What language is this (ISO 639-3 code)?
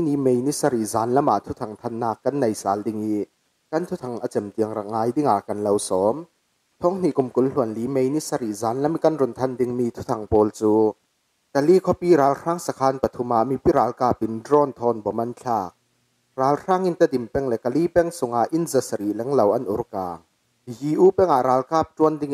cfm